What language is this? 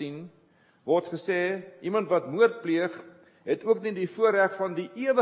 Afrikaans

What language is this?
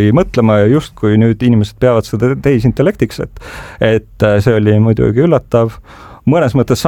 Estonian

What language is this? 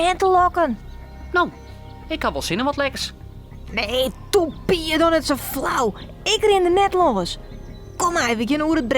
Western Frisian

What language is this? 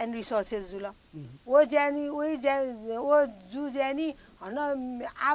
Newari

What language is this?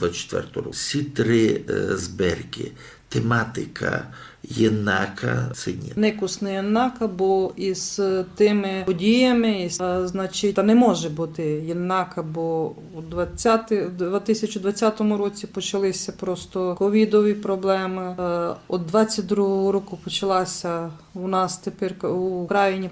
Rusyn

